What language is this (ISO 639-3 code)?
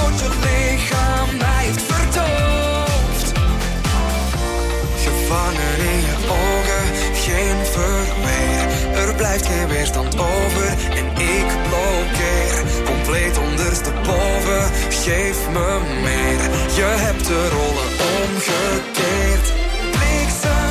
nld